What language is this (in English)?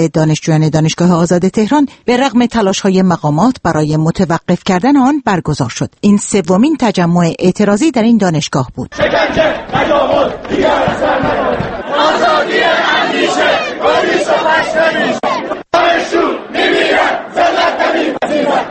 Persian